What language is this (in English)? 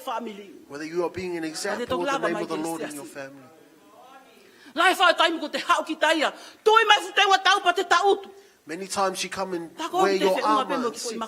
Tongan